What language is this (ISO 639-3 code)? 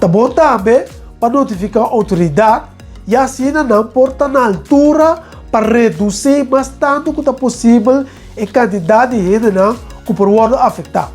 pap